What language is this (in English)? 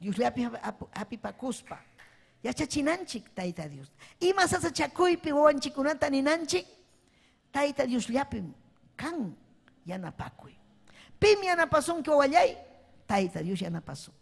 Ayacucho Quechua